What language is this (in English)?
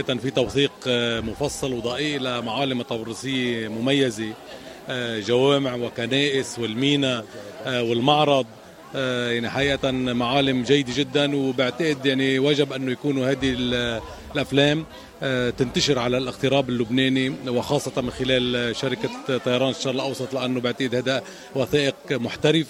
North Levantine Arabic